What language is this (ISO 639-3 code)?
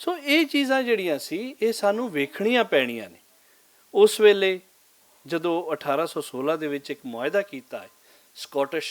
lah